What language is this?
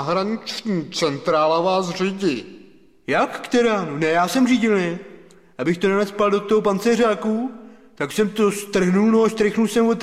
Czech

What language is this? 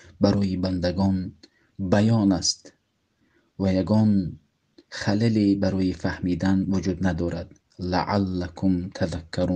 Tajik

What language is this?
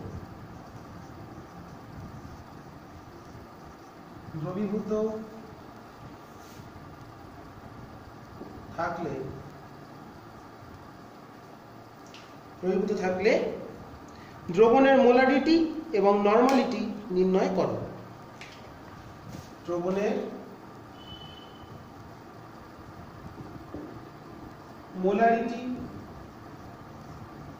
Bangla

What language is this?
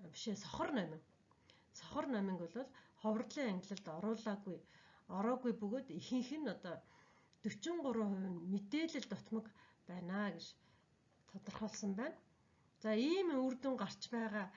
Mongolian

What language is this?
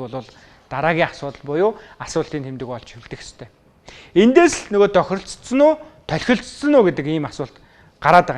Mongolian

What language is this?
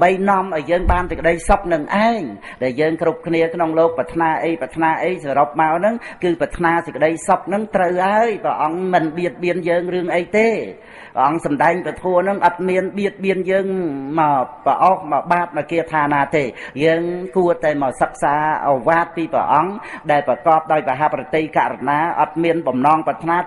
Khmer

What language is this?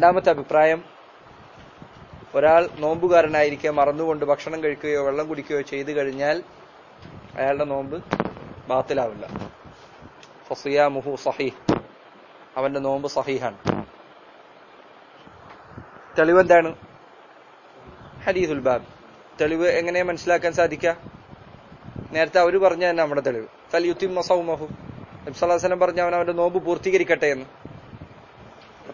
Malayalam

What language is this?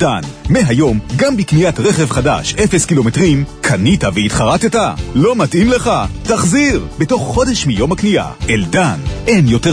Hebrew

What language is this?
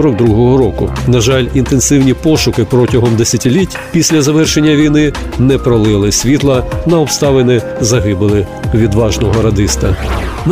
Ukrainian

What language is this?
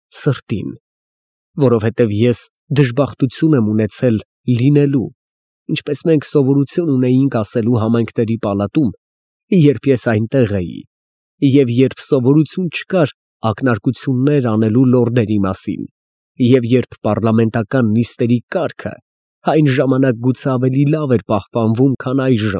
Armenian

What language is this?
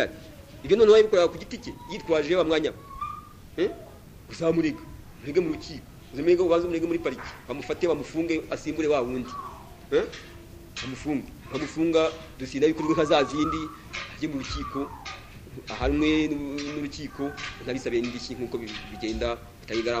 Kinyarwanda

